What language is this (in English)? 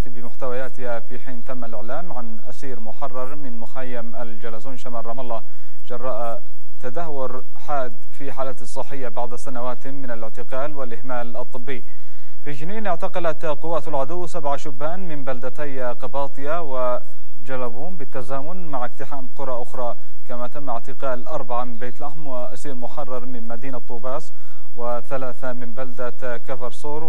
Arabic